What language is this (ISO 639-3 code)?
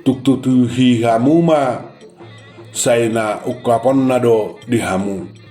bbc